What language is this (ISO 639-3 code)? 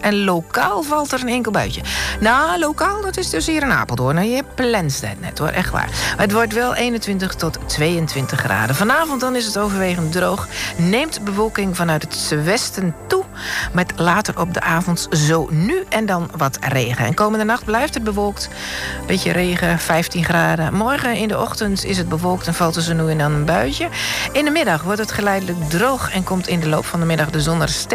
nld